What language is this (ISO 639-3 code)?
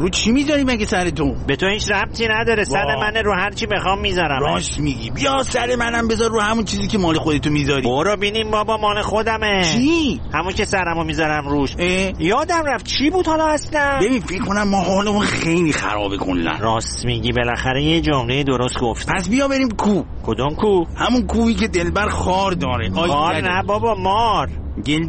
fas